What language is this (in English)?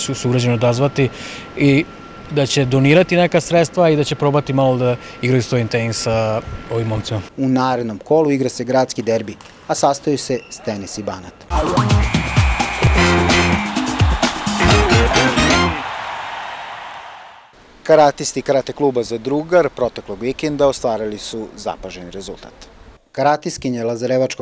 Serbian